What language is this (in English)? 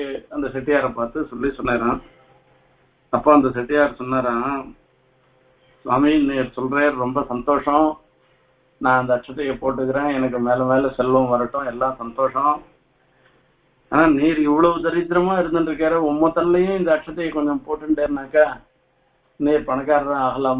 Tamil